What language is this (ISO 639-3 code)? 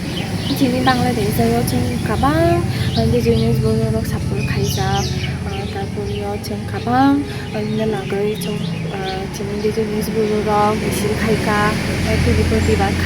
trp